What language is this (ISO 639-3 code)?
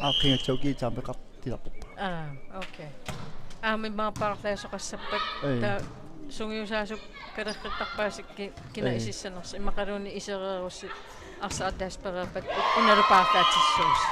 kal